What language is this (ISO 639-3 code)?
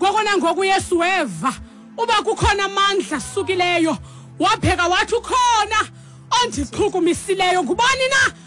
xho